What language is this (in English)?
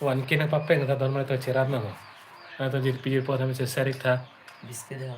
Karbi